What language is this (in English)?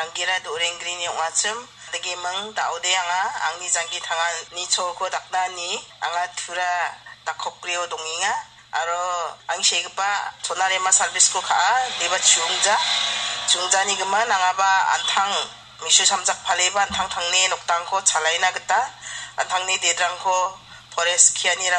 Garo